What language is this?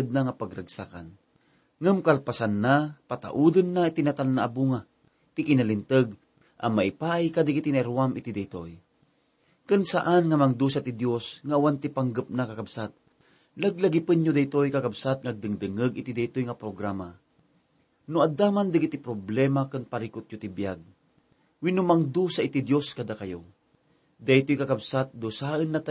Iloko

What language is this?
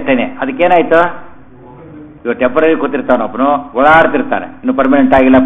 Kannada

